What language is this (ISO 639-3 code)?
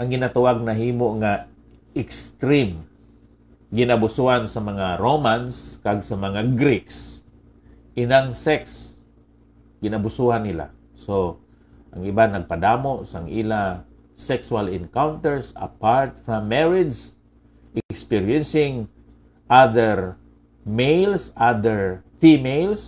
hil